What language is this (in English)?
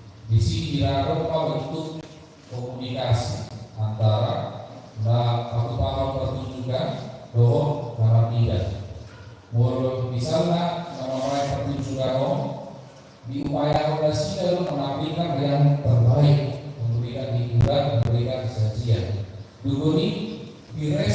Batak Toba